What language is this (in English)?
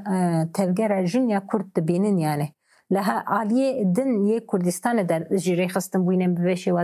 Kurdish